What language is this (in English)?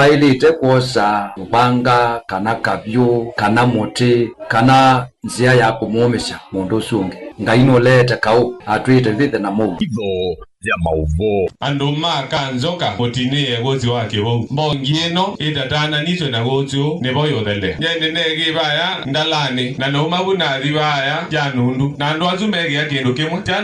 Kamba